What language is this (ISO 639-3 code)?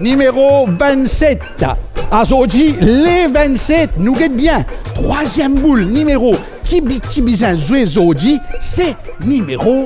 mfe